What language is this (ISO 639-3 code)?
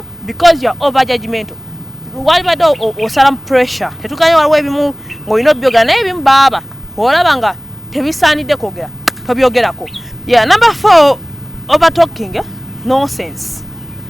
lug